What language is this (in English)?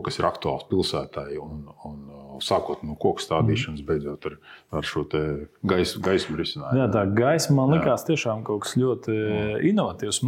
Latvian